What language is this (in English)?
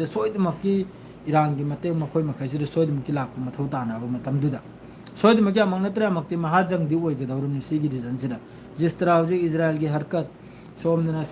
Manipuri